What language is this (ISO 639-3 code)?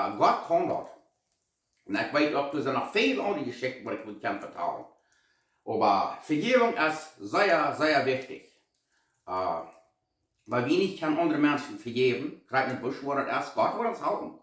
pdt